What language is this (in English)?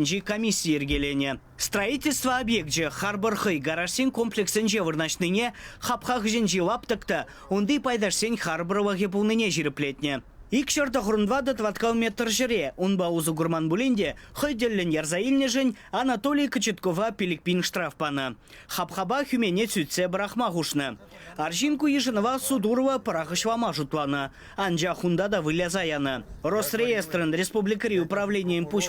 Chuvash